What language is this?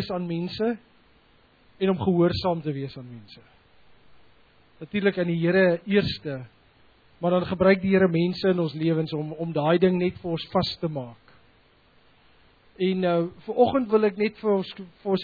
Afrikaans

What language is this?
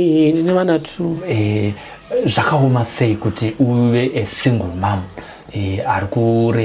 Shona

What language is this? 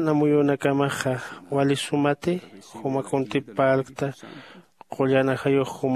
Aymara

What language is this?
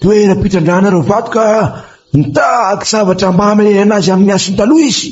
Malagasy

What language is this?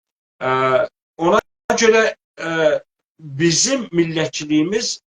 South Azerbaijani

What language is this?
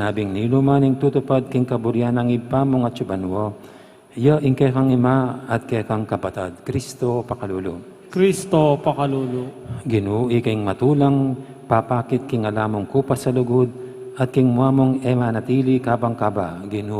Pampanga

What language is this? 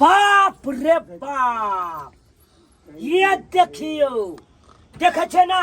Maithili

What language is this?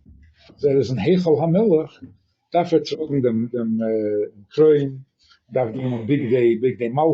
Yiddish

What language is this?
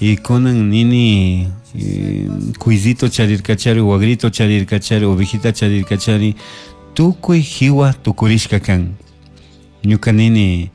Chimborazo Highland Quichua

